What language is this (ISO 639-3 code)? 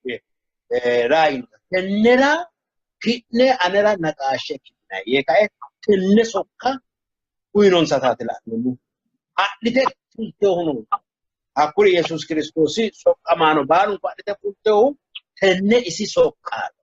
sid